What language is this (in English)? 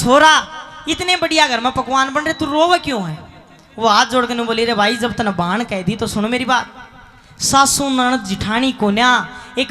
Haryanvi